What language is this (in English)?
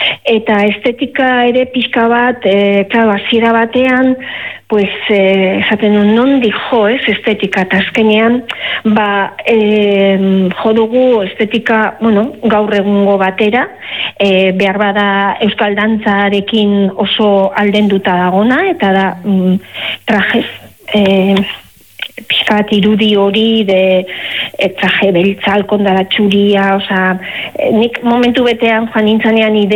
Basque